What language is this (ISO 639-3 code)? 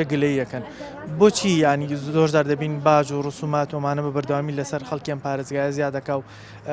ckb